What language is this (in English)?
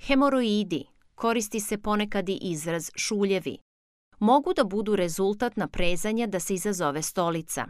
Serbian